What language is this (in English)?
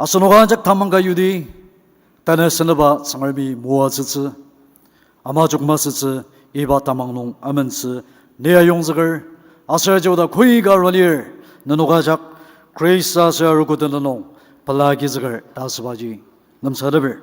Ao Naga